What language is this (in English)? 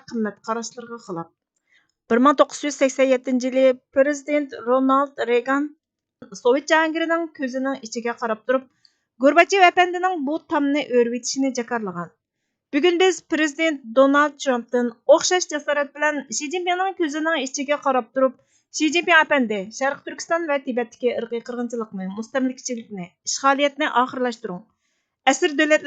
Uyghur